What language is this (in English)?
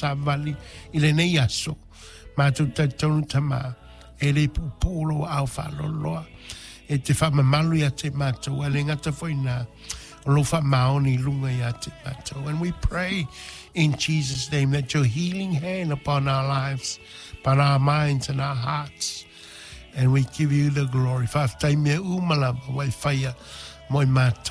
Samoan